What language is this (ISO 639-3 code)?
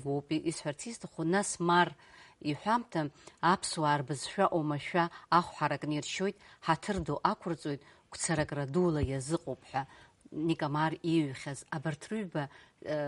abk